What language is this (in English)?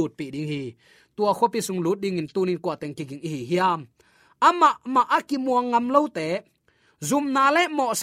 Tedim Chin